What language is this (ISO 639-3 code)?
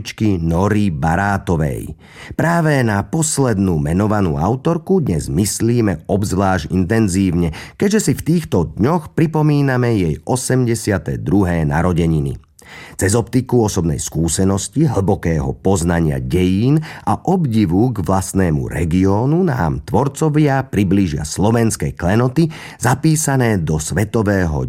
slk